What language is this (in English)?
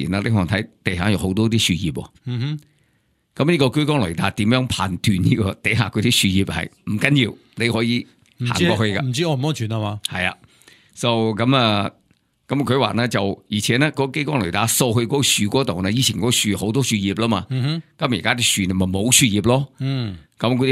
Cantonese